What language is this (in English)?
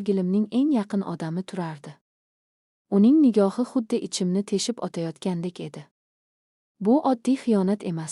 Uzbek